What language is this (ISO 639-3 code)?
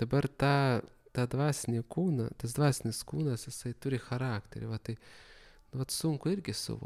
lit